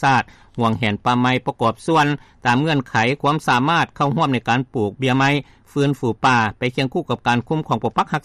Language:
Lao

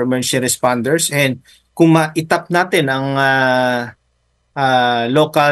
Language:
Filipino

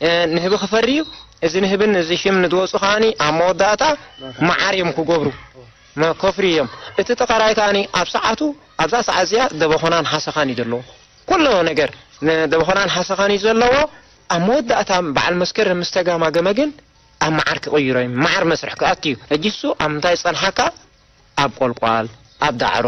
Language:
Tigrinya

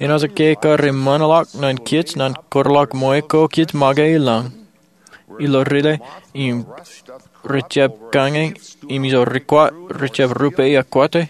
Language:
Marshallese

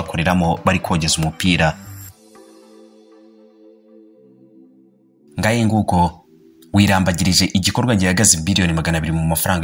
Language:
Kinyarwanda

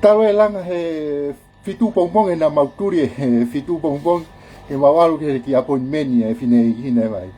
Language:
Tongan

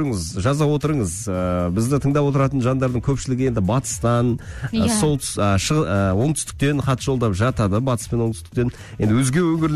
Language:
Kazakh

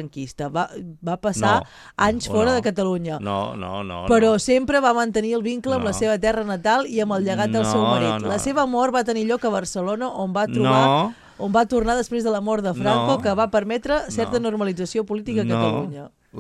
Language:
Catalan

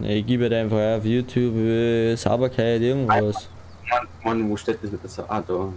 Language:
Bavarian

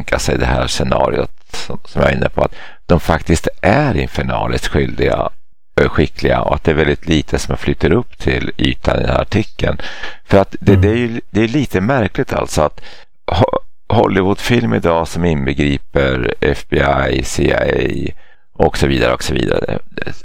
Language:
Swedish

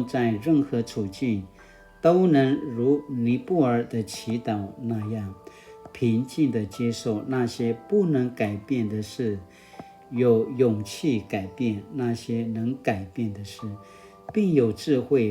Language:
Paiwan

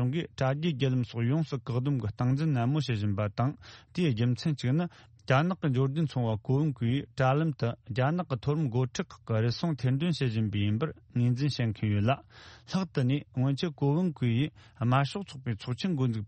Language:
Tibetan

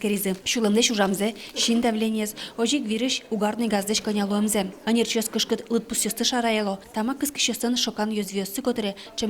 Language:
Udmurt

